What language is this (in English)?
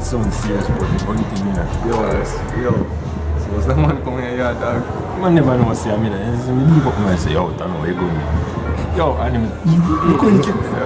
Jamaican Creole English